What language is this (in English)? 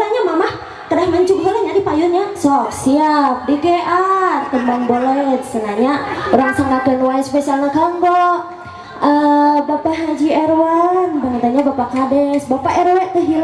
Sundanese